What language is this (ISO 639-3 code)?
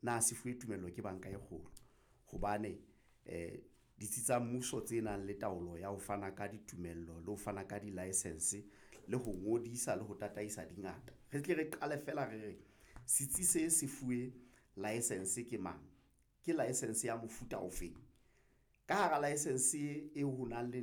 sot